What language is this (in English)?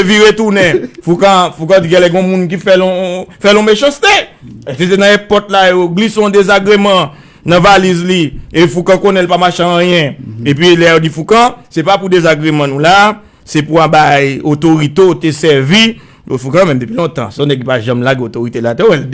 Haitian Creole